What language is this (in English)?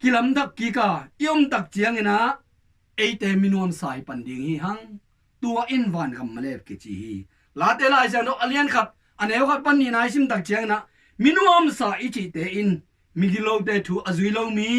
Tedim Chin